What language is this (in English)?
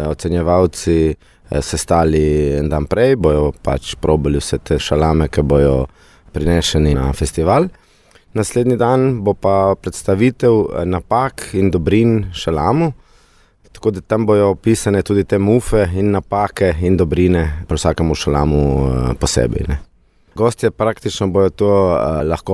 Slovenian